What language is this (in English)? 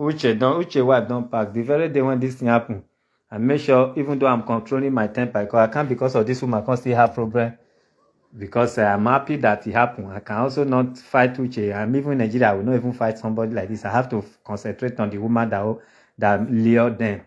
Nigerian Pidgin